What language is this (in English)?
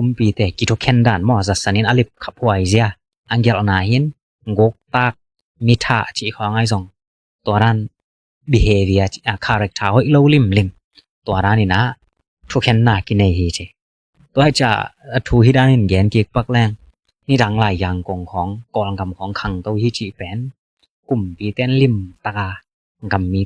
Tedim Chin